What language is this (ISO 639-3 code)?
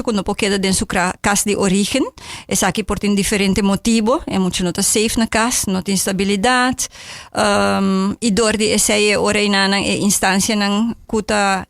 pap